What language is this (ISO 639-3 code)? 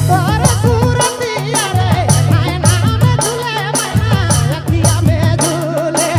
sck